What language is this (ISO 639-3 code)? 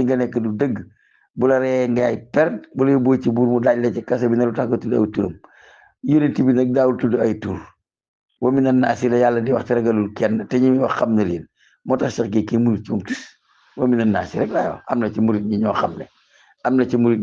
wol